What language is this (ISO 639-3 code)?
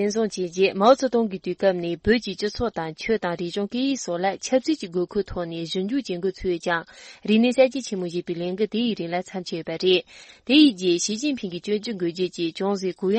bod